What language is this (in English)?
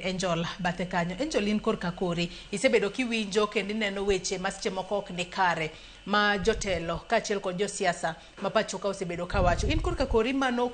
Luo (Kenya and Tanzania)